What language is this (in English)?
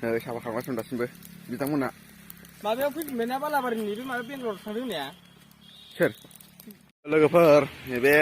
Bodo